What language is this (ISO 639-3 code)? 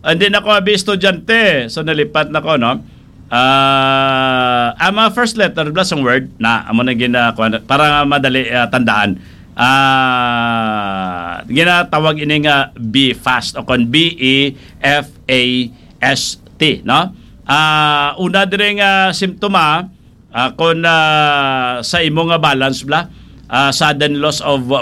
hil